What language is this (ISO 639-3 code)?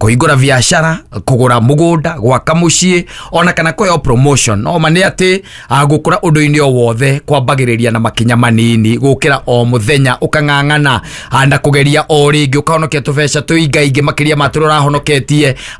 kik